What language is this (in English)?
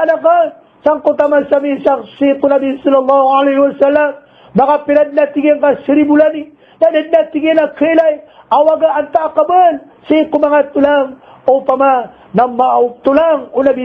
Maranao